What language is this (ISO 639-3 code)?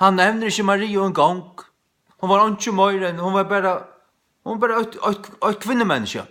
fao